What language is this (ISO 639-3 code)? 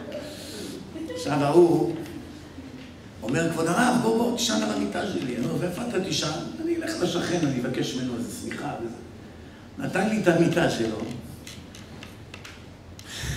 heb